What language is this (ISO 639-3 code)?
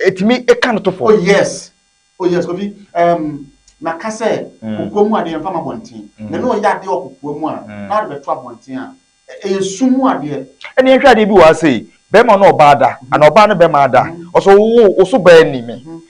aka